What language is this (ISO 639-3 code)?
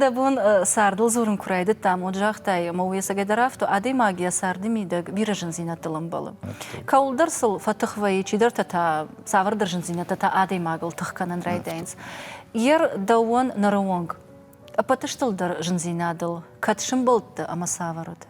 oss